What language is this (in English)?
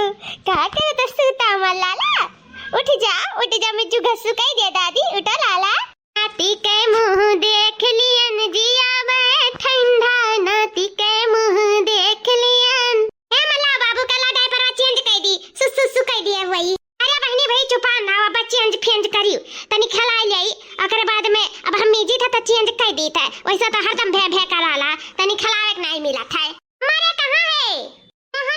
Awadhi